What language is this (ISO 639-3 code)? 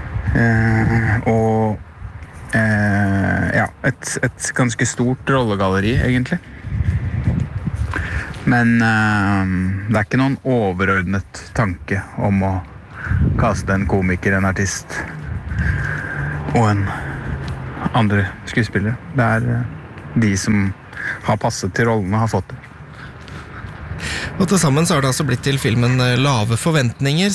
nor